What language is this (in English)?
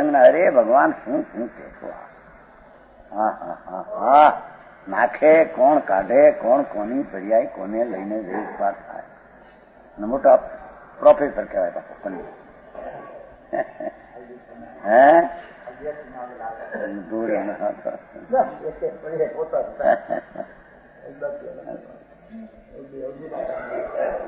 Gujarati